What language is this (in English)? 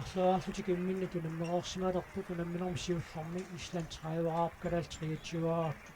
Kalaallisut